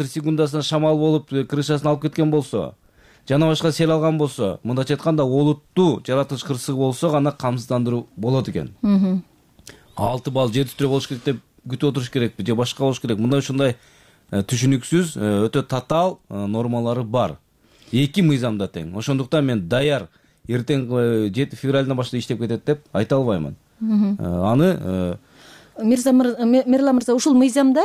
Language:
Kyrgyz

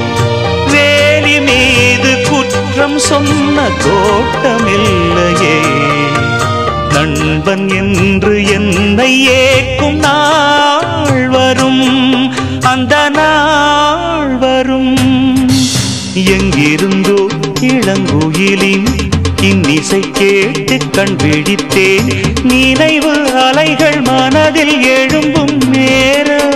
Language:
Tamil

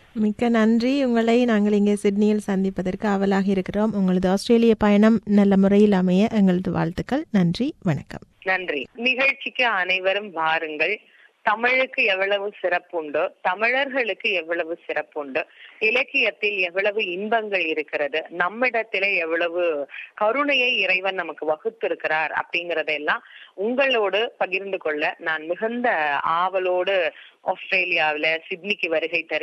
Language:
Tamil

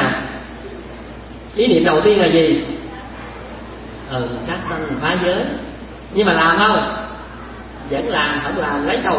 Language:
Vietnamese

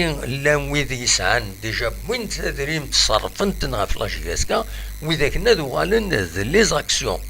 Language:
Kabyle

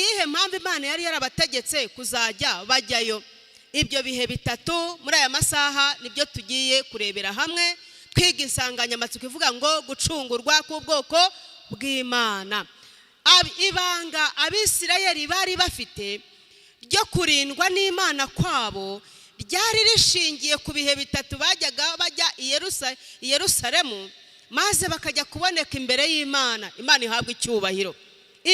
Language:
Kinyarwanda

